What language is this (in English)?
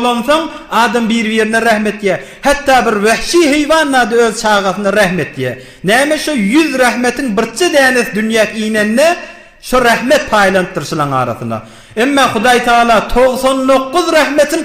Turkmen